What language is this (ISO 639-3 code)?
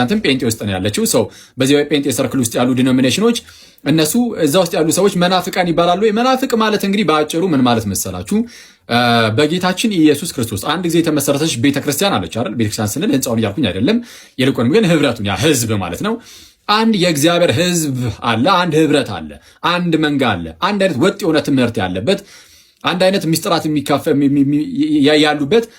amh